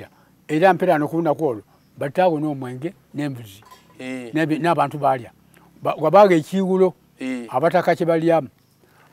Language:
Soga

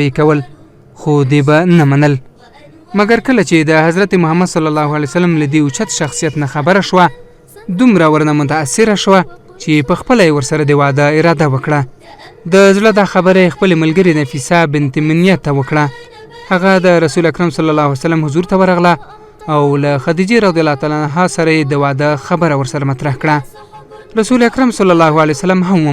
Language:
Pashto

